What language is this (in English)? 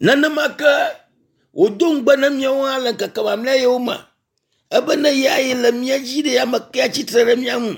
Ewe